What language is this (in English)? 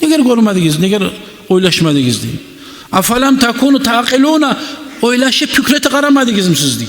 Kumyk